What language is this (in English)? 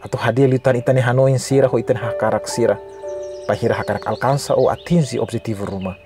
Tetum